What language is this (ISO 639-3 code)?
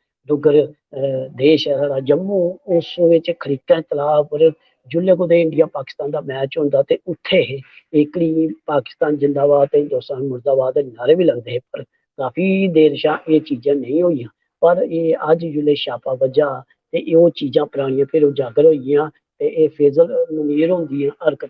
doi